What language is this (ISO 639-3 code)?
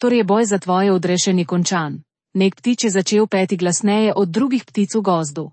slv